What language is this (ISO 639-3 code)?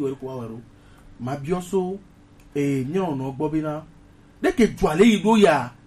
gej